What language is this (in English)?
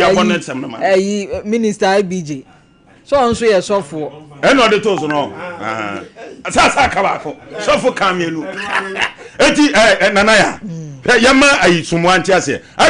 Akan